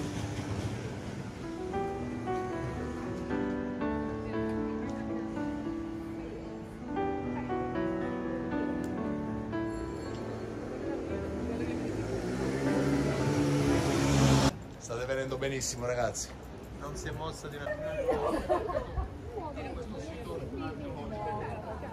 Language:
Italian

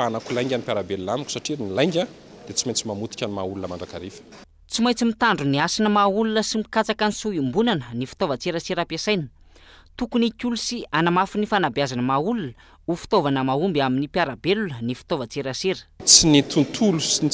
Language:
Malagasy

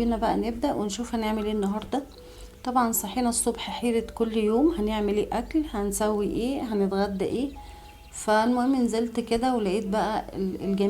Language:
Egyptian Arabic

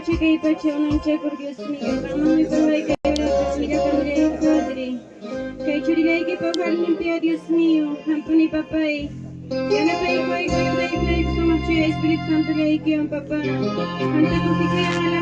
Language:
Ayacucho Quechua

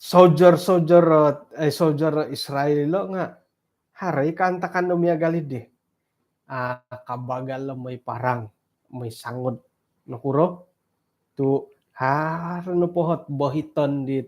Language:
Central Dusun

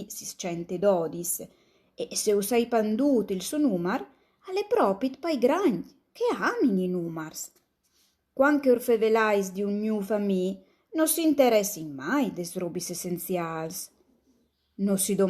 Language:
Friulian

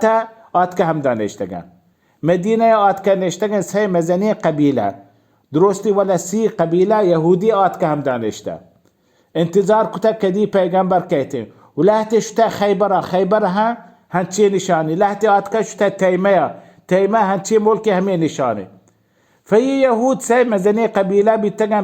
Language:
Baluchi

